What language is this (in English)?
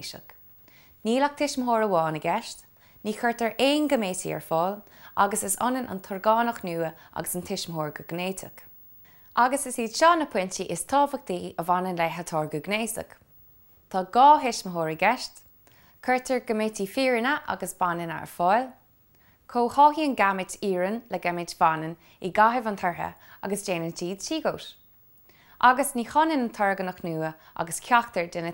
Irish